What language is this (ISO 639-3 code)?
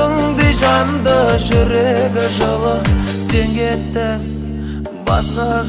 kaz